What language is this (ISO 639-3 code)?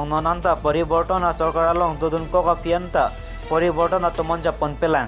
mjw